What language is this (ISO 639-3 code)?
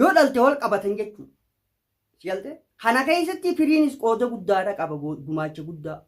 orm